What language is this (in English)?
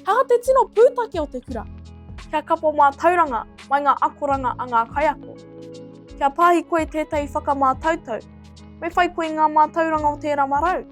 Māori